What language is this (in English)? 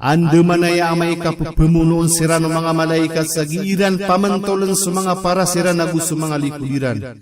Maranao